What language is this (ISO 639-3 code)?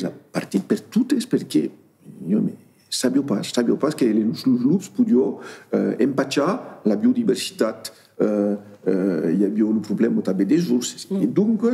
oci